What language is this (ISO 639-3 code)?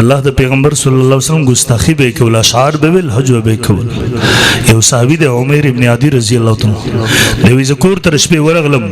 pus